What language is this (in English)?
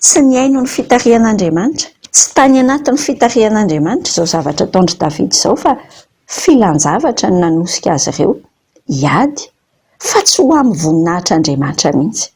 Malagasy